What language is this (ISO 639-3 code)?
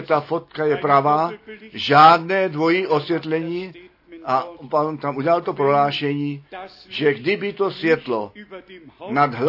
ces